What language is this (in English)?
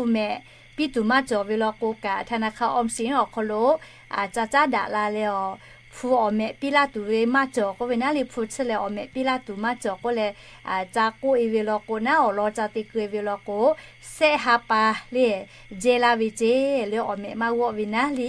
Lahu